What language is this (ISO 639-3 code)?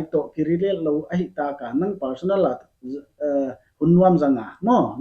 pck